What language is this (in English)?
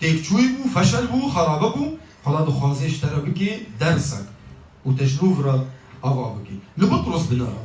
Kurdish